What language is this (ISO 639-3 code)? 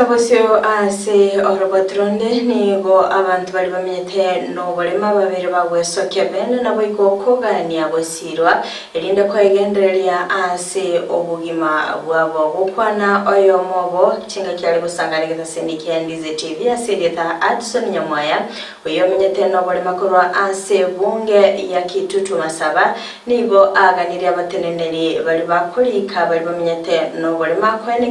guz